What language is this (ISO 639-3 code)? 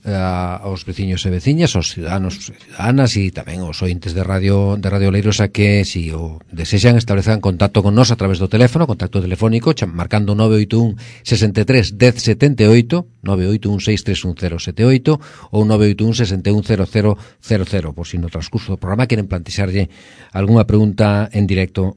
glg